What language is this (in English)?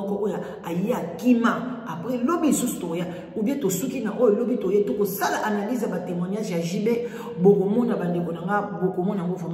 Lingala